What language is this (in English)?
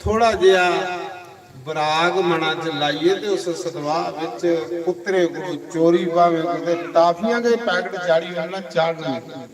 Dogri